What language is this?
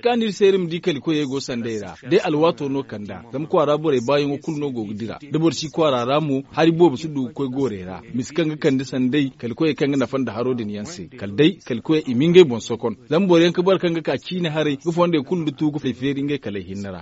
Zarma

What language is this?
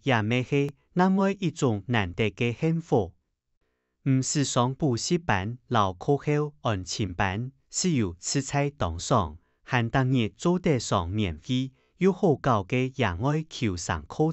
Hakka Chinese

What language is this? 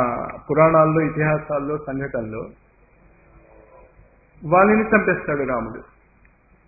Telugu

